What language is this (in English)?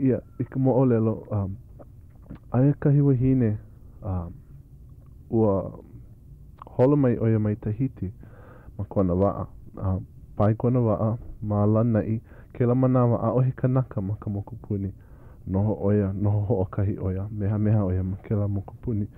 Hawaiian